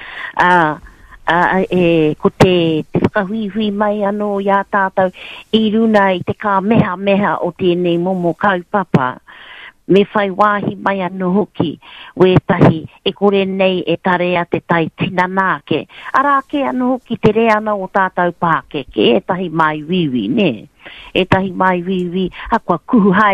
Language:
Māori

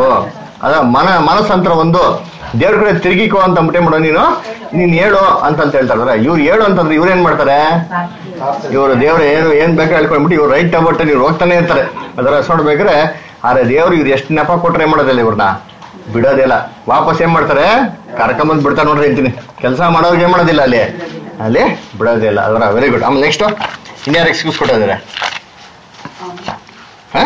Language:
Kannada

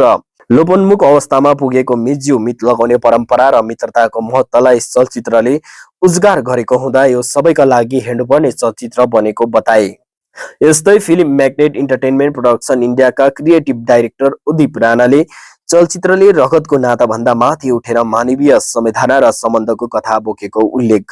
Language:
Nepali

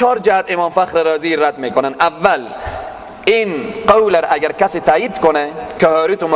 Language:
Persian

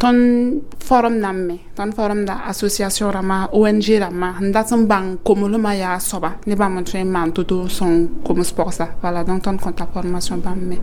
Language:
Mossi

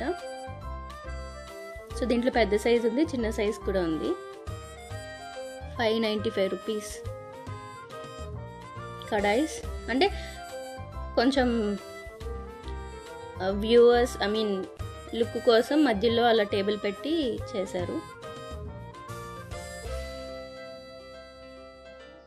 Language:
Telugu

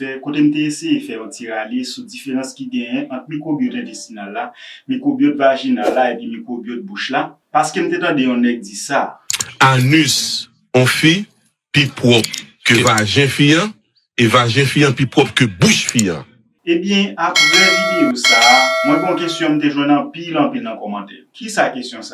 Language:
Haitian Creole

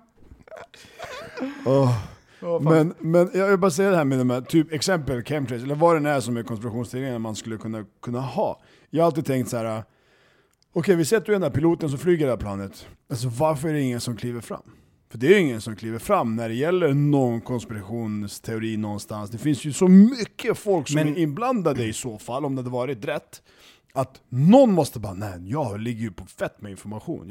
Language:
Swedish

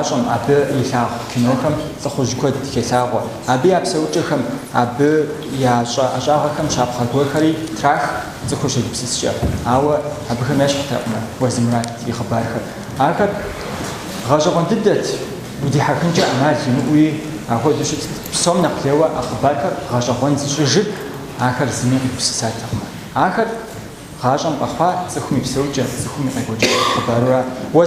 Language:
Kabardian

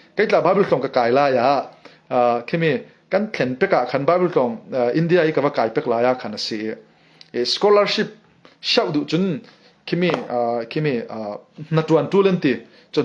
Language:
Falam Chin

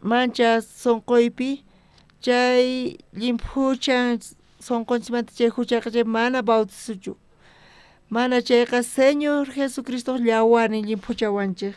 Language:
South Bolivian Quechua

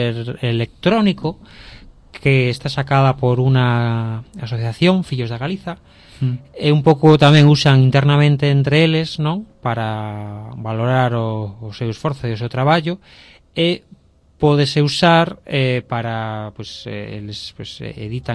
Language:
Galician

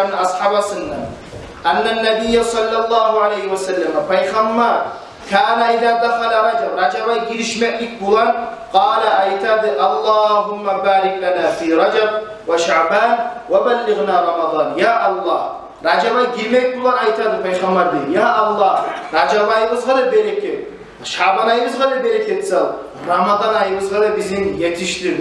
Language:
Kumyk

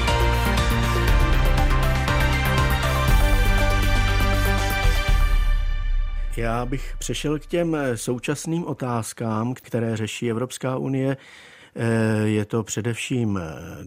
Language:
Czech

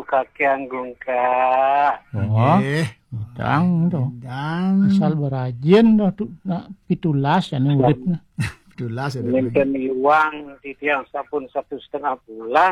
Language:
Balinese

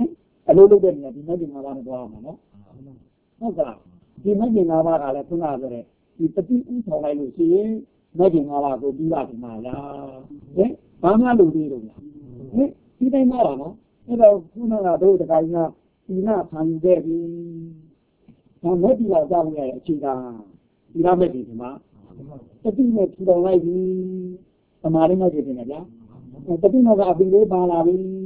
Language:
Burmese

